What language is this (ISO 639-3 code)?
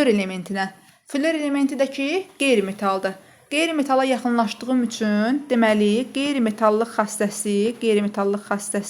aze